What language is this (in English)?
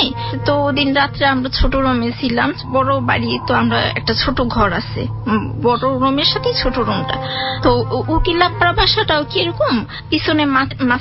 Bangla